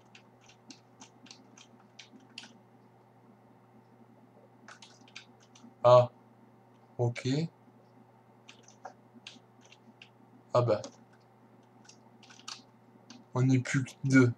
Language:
French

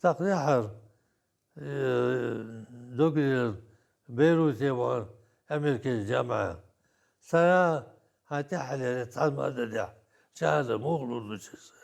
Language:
Chechen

